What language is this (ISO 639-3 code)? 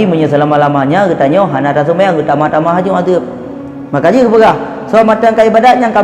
ace